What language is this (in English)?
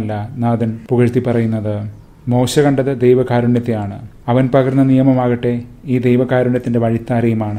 Malayalam